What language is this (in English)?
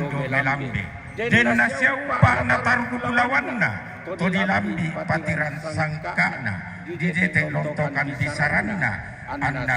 Toraja-Sa'dan